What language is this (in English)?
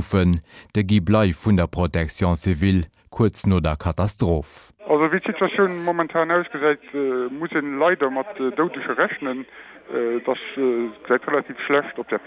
Luxembourgish